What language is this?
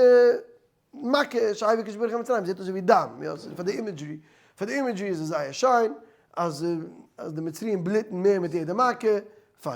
Yiddish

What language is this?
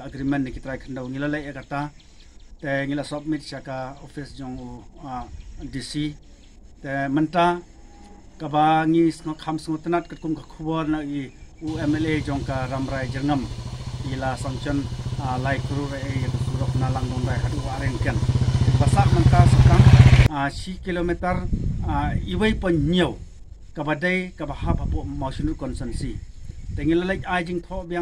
Khasi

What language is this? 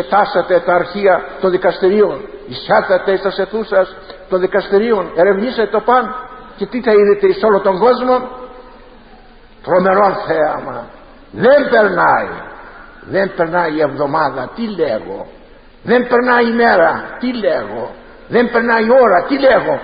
Greek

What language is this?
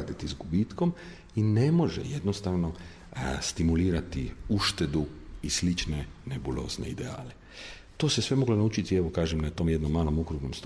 Croatian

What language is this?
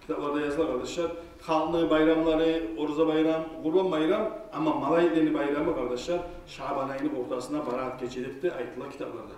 Kumyk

